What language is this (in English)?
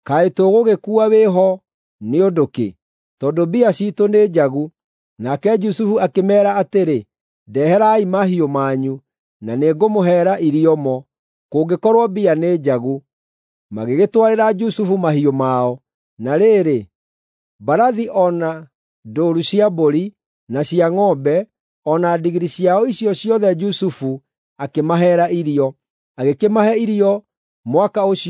Kikuyu